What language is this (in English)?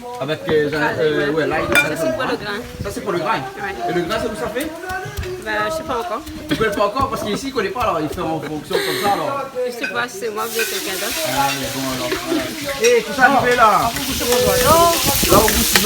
Réunion Creole French